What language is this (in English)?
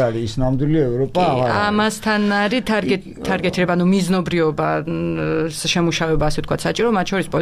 Georgian